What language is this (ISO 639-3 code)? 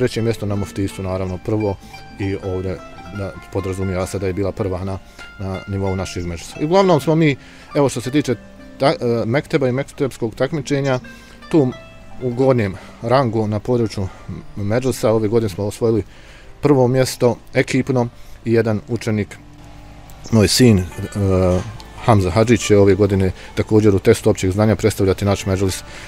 bos